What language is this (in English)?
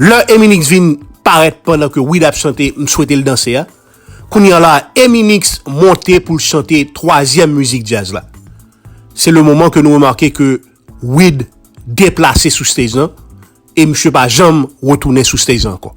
Haitian Creole